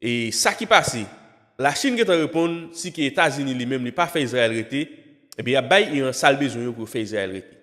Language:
Haitian Creole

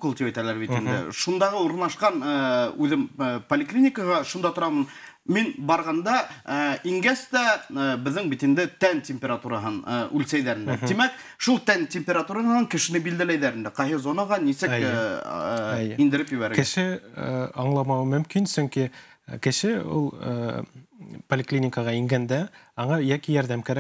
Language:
Bashkir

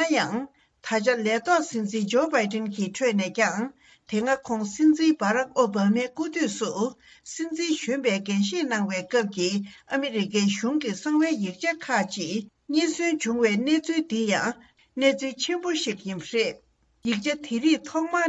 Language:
Tibetan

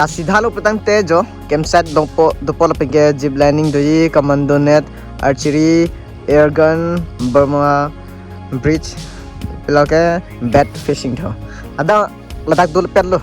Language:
Karbi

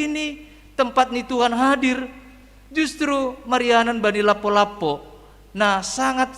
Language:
Batak Simalungun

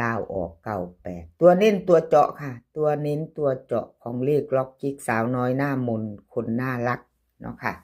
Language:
Northeastern Thai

